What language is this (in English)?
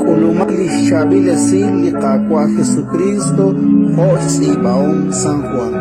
Kekchí